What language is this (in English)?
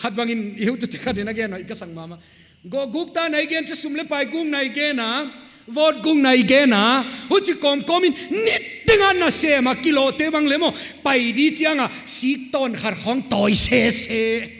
Paite Chin